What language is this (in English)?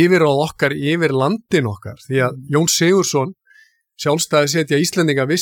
Icelandic